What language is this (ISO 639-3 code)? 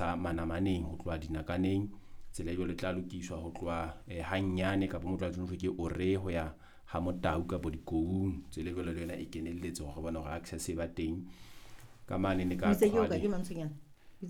sot